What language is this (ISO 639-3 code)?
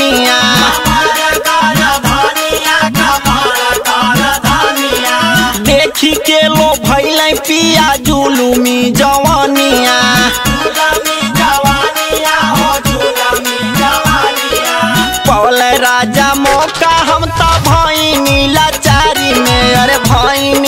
bho